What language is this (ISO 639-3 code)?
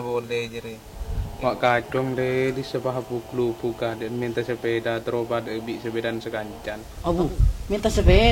mad